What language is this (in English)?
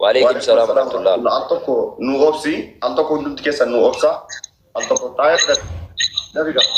Oromo